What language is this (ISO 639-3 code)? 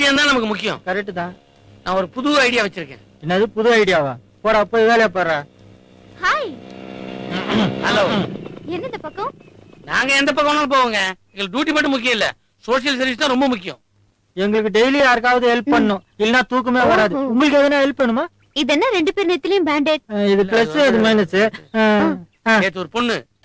tam